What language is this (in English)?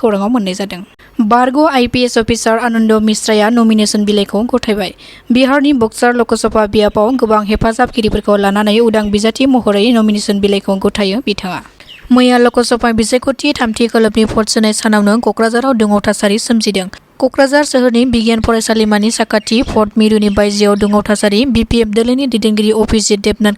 Bodo